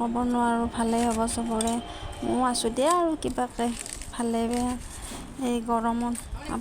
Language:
Assamese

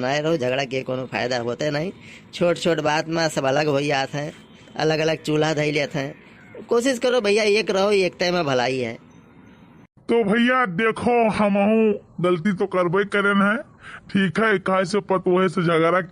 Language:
Awadhi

